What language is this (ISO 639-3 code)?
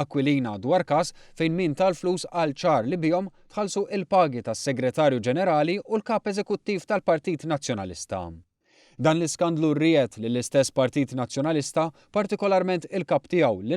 mlt